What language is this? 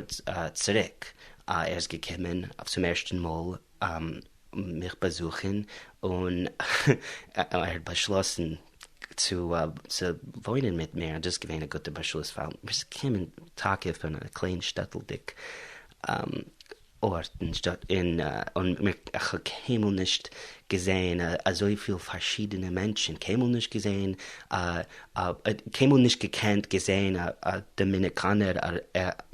Yiddish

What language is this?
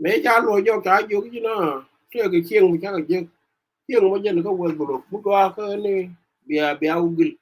Nuer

